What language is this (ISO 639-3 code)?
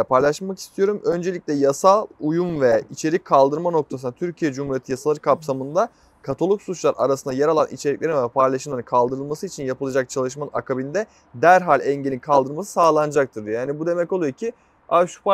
tur